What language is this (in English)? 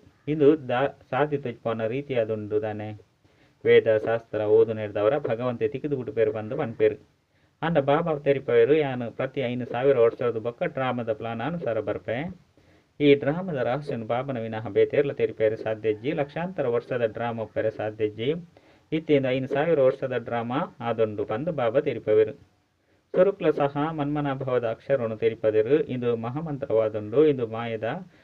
Tulu